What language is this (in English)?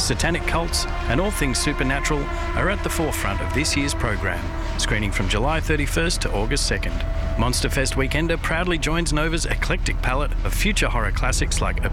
English